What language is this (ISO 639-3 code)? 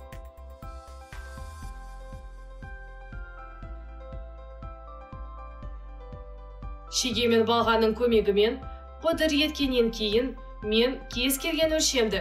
kaz